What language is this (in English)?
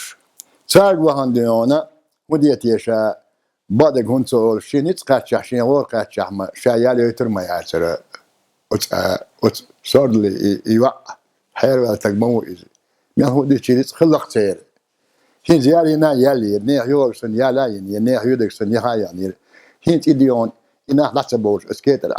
Chechen